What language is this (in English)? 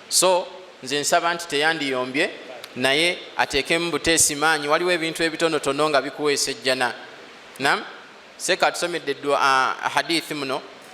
Ganda